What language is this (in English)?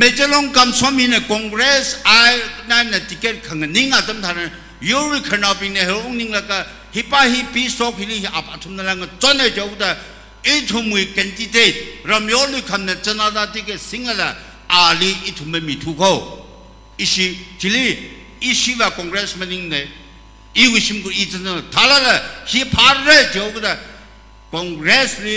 Tangkhul Naga (India)